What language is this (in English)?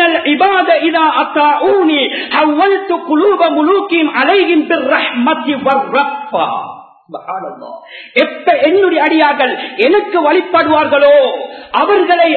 Tamil